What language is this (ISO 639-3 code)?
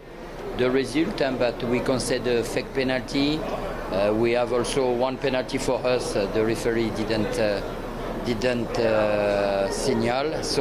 tsn